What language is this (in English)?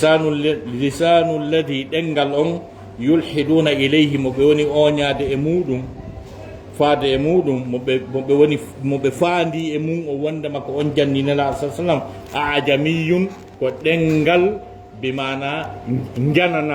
Fula